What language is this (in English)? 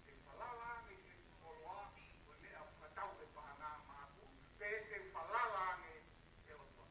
Tongan